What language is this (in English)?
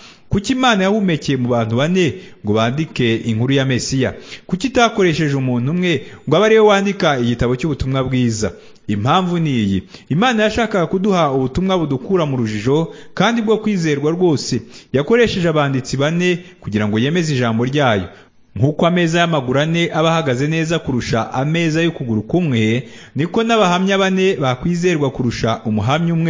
Kinyarwanda